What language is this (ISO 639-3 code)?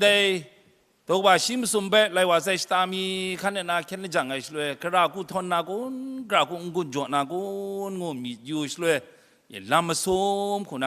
kac